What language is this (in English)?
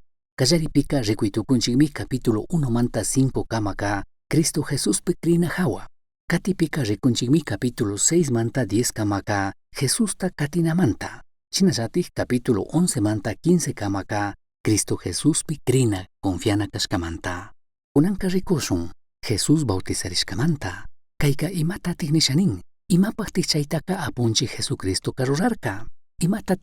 Chimborazo Highland Quichua